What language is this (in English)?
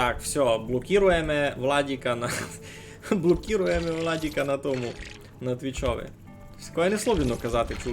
Rusyn